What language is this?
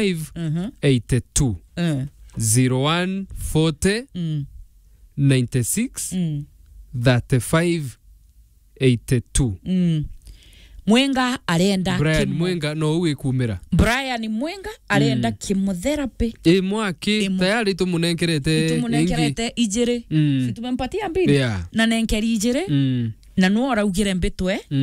Meru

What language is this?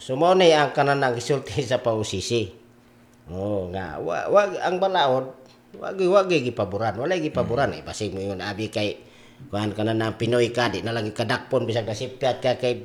Cebuano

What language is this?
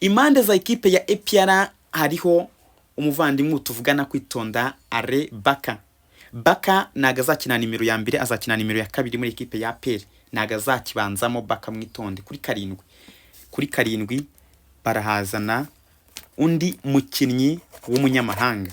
Kinyarwanda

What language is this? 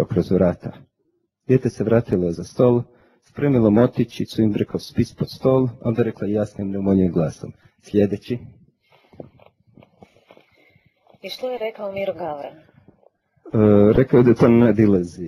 Croatian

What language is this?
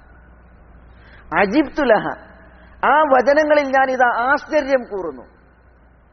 Malayalam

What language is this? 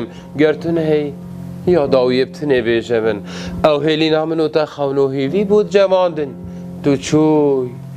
Kurdish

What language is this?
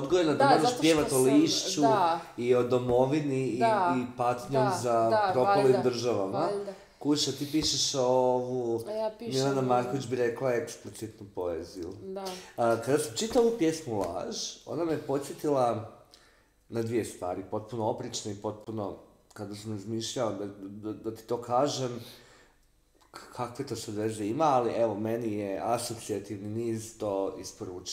Croatian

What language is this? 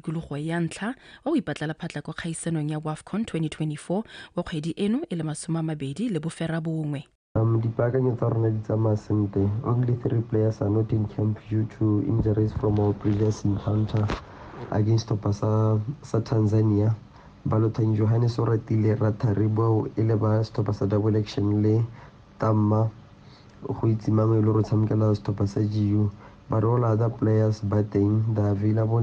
Tswana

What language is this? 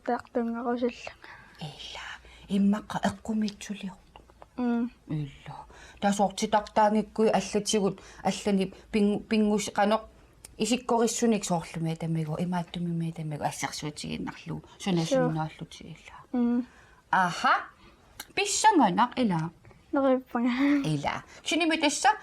Kalaallisut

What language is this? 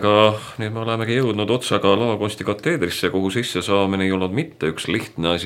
Estonian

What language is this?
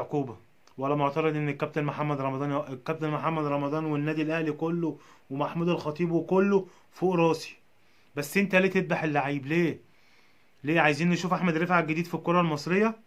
Egyptian Arabic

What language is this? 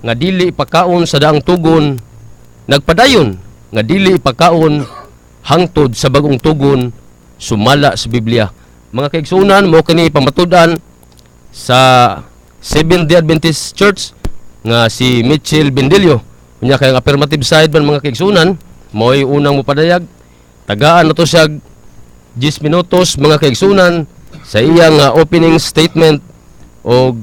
Cebuano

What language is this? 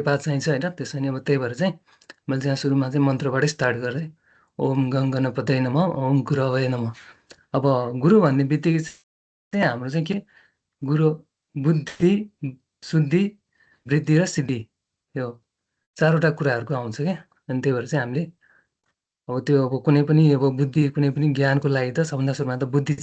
Nepali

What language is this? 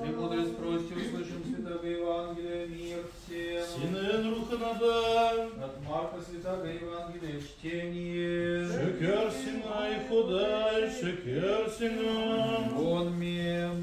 Tatar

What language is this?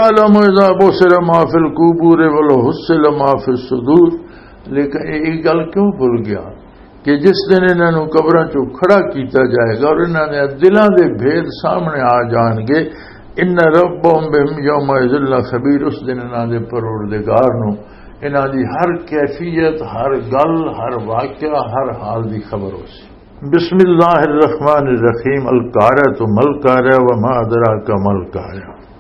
Western Panjabi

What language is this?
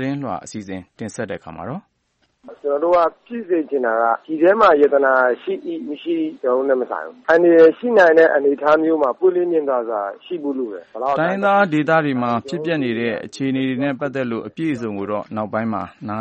Burmese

